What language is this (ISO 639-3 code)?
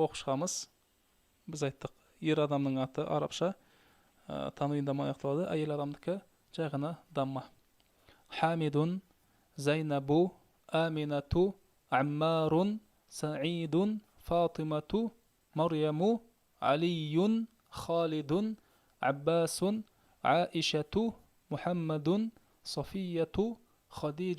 kaz